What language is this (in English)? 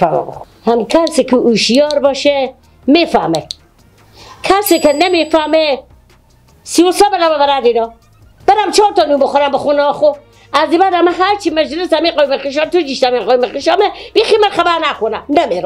Persian